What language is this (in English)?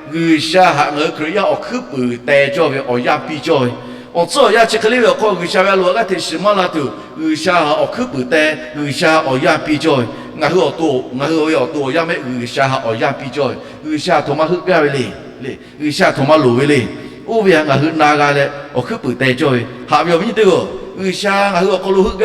Lahu